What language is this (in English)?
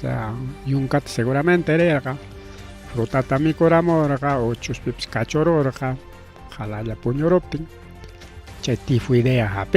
Ayacucho Quechua